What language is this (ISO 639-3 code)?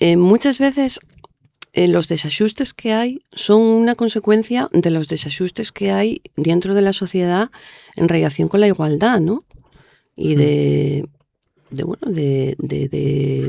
ast